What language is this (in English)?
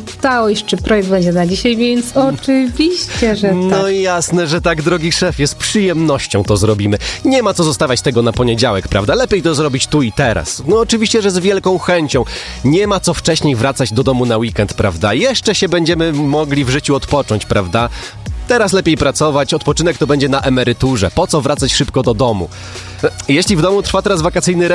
Polish